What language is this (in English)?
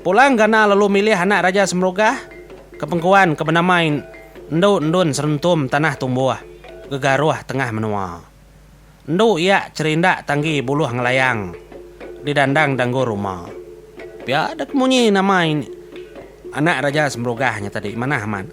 Iban